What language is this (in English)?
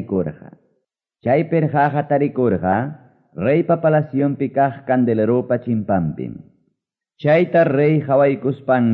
Quechua